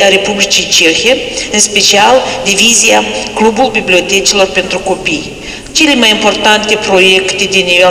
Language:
Romanian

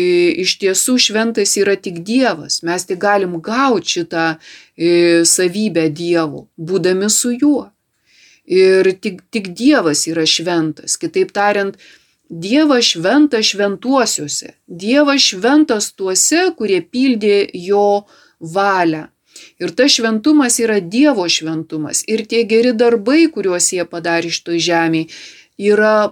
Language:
Lithuanian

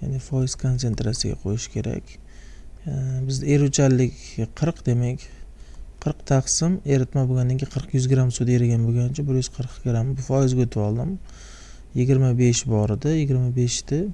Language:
Uzbek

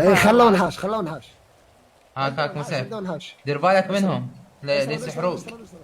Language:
Mesopotamian Arabic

